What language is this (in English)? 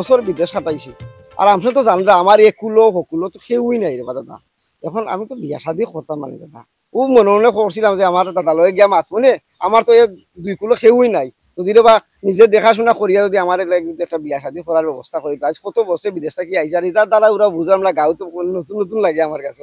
Sylheti